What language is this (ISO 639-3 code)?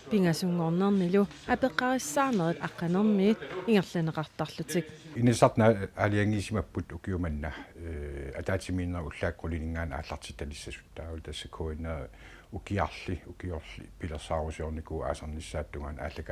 kal